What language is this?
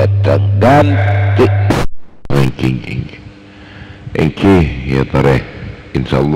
Madurese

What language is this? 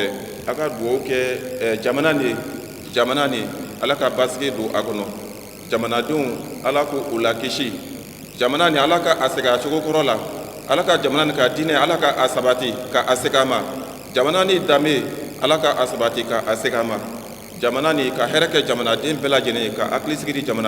Bambara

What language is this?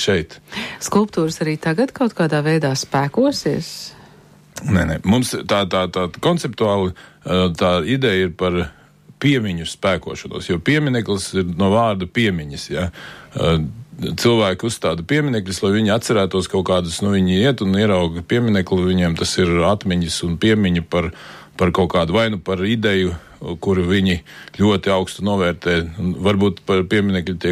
Latvian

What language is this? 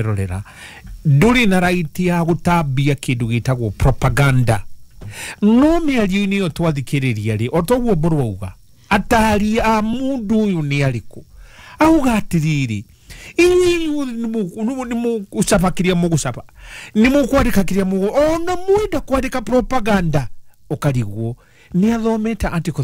Kikuyu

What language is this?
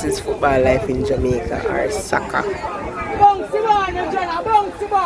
Jamaican Creole English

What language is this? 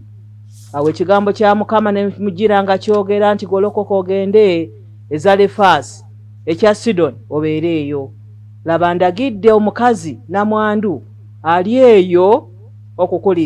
Ganda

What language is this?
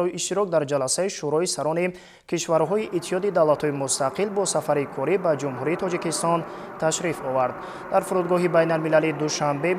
Tajik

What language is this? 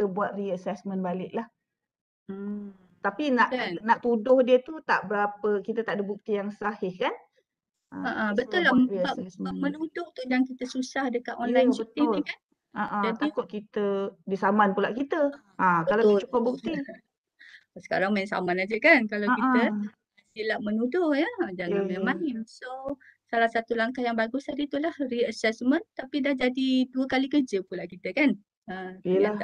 Malay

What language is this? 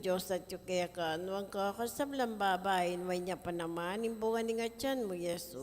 Pampanga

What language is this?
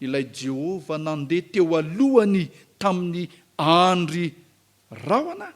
Malagasy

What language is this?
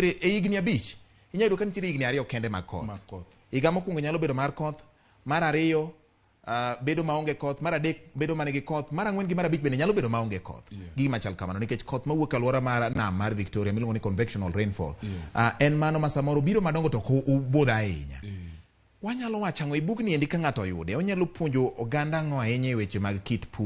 Luo (Kenya and Tanzania)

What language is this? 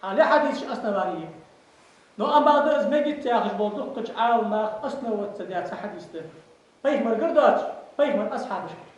Ingush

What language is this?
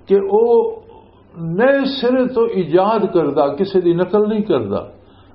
Western Panjabi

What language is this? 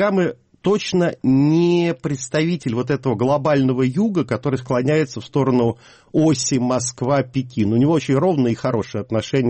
Russian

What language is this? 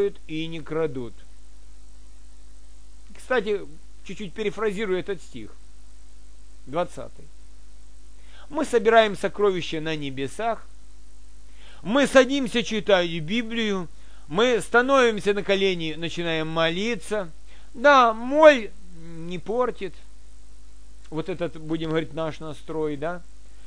Russian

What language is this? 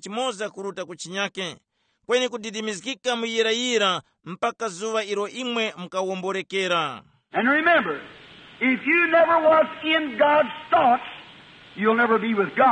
Tumbuka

